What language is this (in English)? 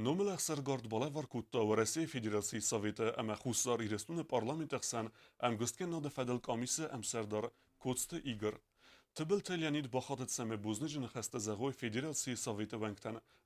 Ossetic